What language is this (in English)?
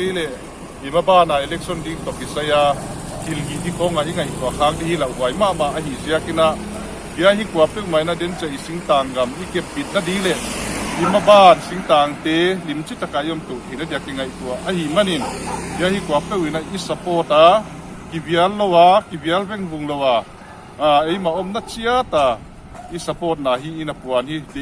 Paite Chin